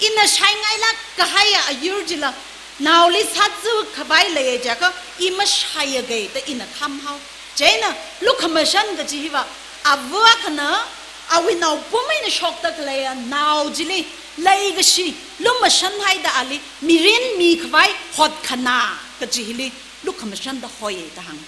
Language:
Tangkhul Naga (India)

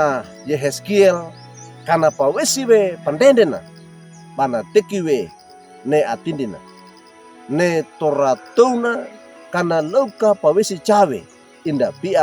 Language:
Wejewa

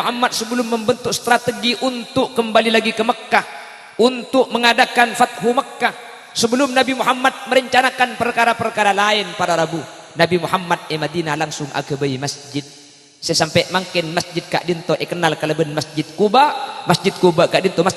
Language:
Madurese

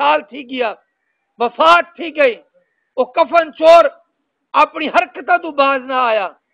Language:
Saraiki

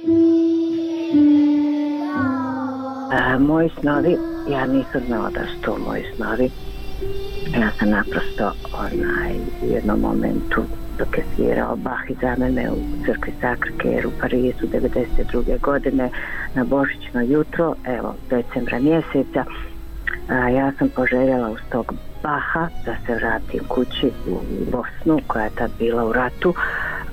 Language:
Bosnian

